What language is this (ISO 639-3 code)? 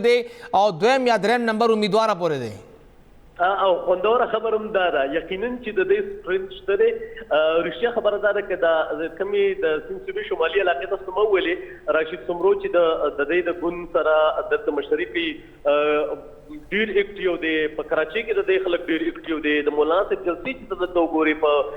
pus